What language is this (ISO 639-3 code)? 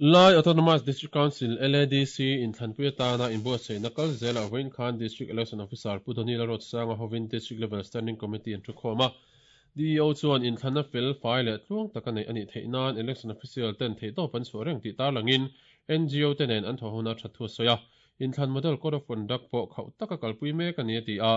lus